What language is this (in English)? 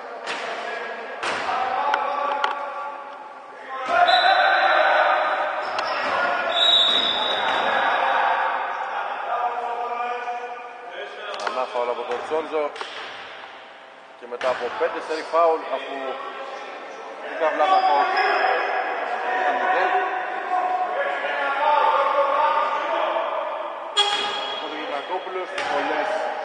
Greek